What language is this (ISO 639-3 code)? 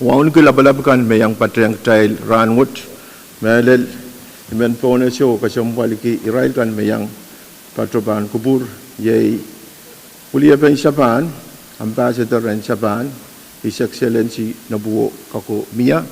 pon